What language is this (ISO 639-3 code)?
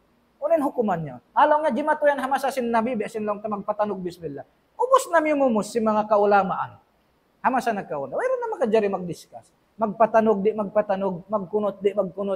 tsg